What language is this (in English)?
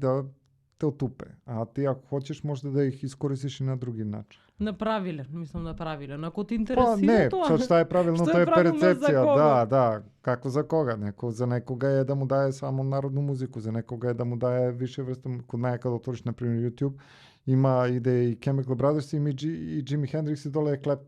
Macedonian